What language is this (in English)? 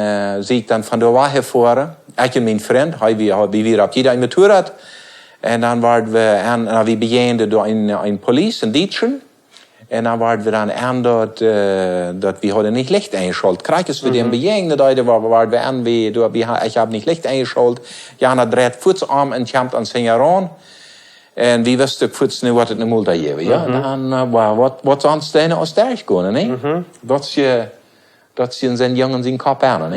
Plautdietsch